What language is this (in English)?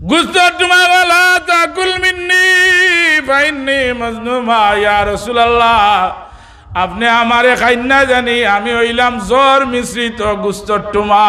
Sylheti